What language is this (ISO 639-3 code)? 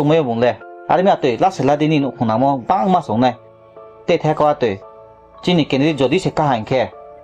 ria